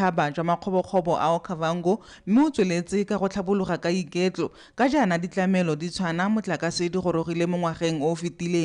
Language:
Tswana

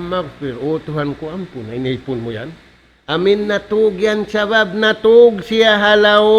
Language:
Tausug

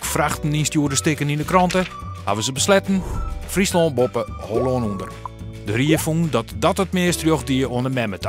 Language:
Western Frisian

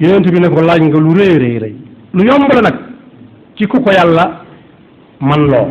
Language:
Wolof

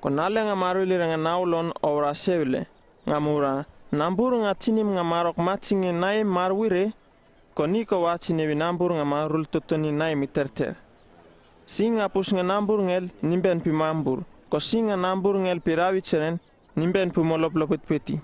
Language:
Uripiv-Wala-Rano-Atchin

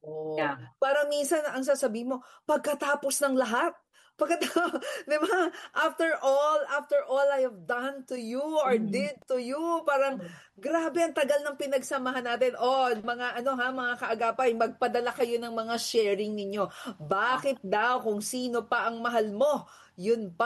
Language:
Filipino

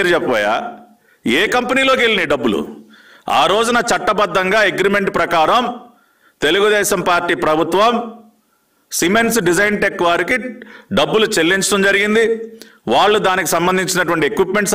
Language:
Telugu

